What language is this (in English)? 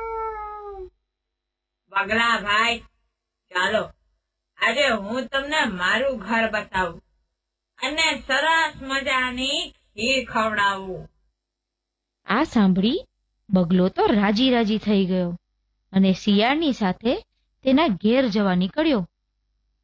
Gujarati